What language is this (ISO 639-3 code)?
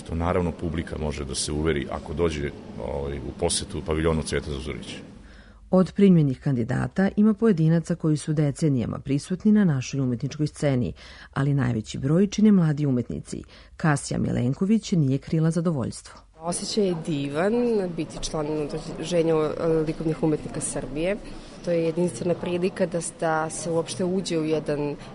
srp